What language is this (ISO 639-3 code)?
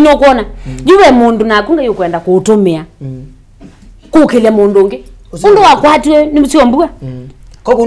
kam